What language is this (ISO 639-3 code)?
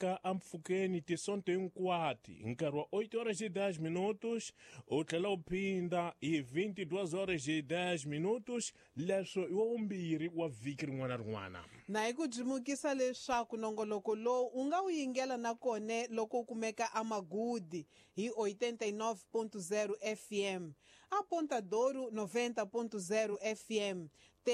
tso